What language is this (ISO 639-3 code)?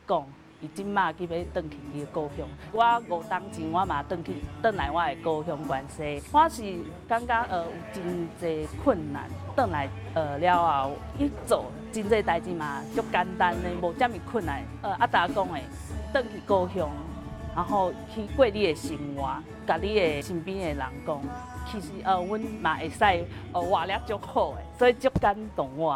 nan